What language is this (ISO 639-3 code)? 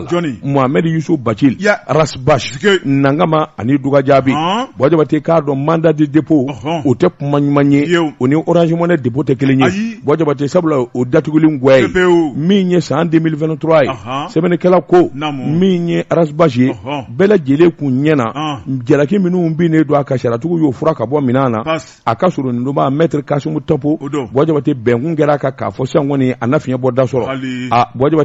bam